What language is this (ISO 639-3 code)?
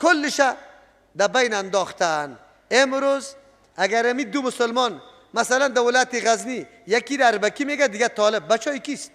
fas